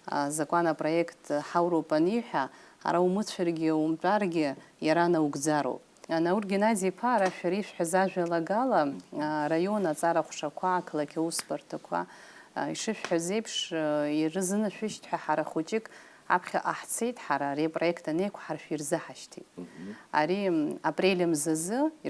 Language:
Abkhazian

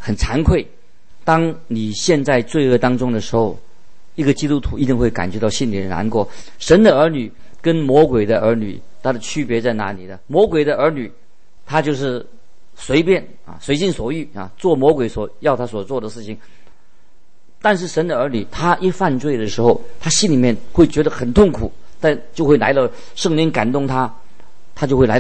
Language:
Chinese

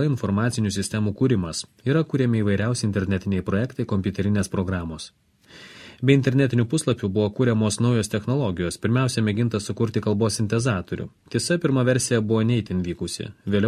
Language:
Lithuanian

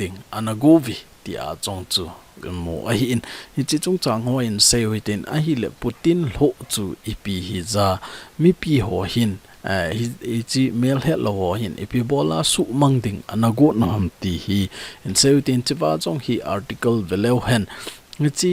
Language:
Thado Chin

